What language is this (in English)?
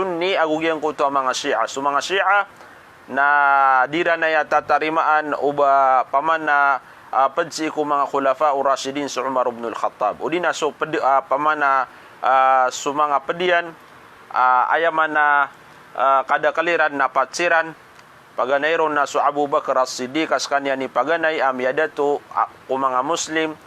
Maranao